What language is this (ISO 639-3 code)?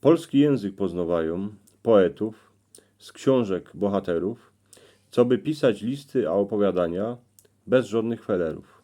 szl